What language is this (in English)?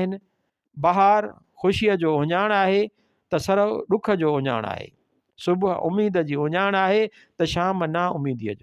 Sindhi